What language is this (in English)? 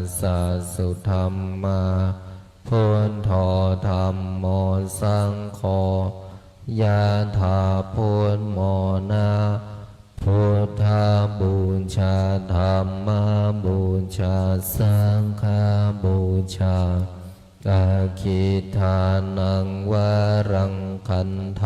Pali